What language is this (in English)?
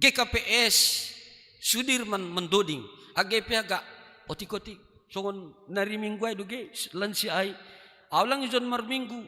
Batak Simalungun